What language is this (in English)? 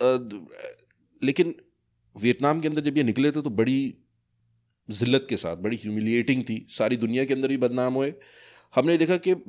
Hindi